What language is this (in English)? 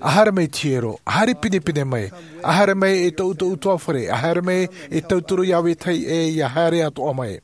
Tahitian